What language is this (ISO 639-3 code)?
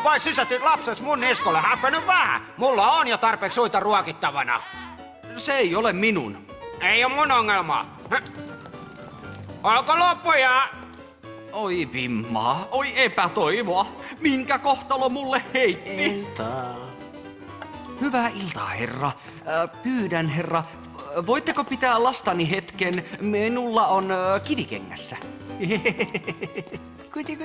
fin